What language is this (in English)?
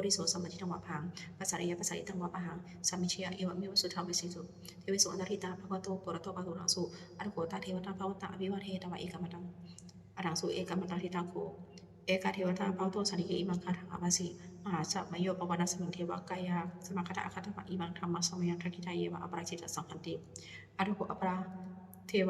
Pali